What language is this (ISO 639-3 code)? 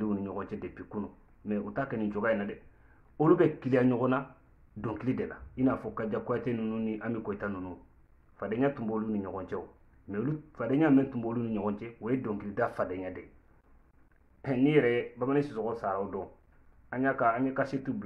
bam